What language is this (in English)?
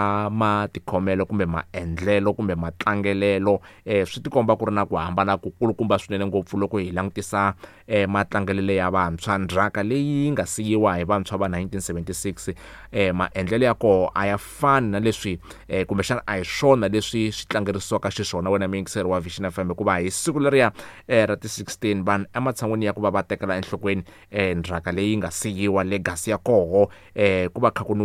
Tsonga